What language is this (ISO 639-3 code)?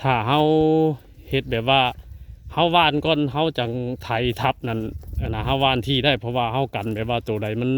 tts